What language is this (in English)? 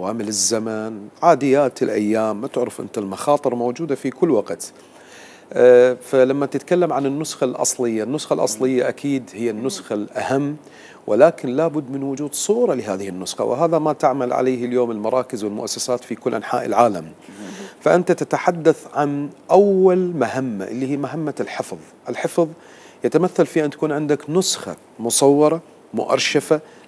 Mesopotamian Arabic